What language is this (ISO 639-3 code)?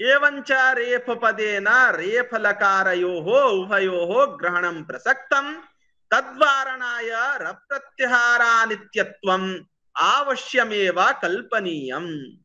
san